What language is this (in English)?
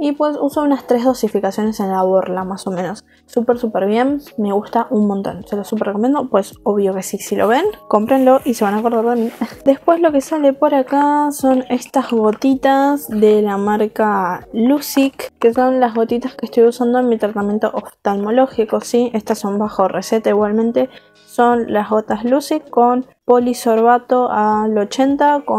Spanish